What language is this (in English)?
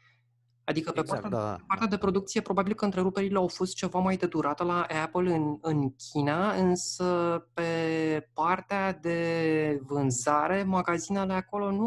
Romanian